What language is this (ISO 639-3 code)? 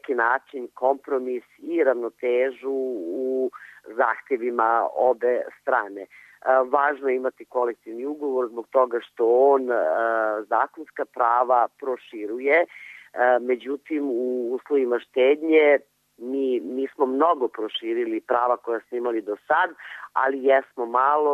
srp